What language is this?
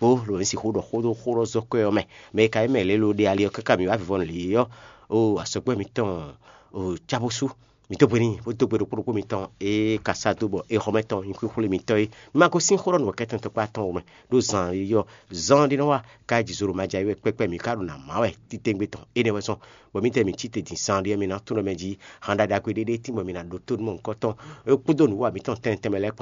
Fon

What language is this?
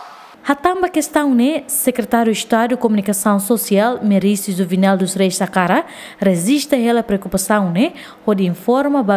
Tetum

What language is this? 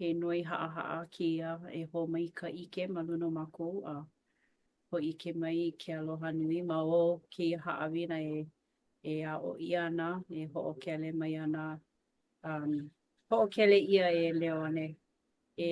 Hawaiian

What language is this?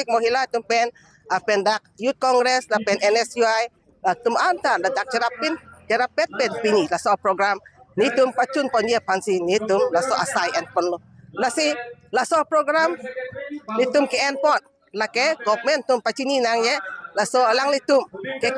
Karbi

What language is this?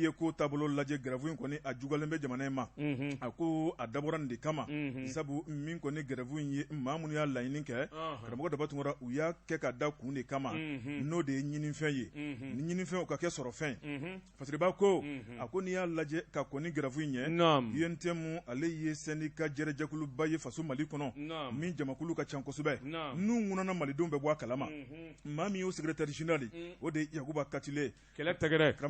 Bambara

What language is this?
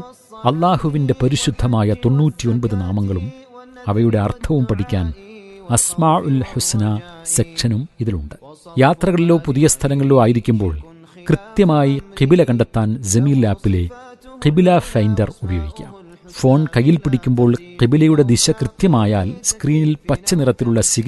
Malayalam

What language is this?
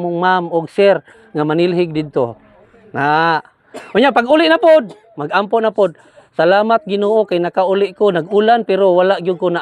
Cebuano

